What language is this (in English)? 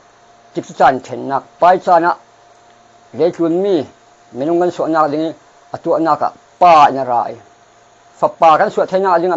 Falam Chin